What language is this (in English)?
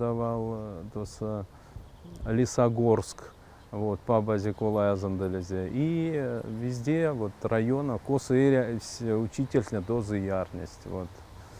Erzya